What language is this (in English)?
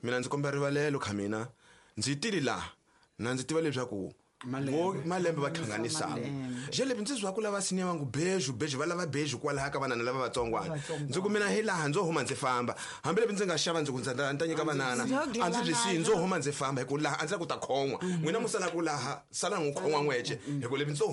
Tsonga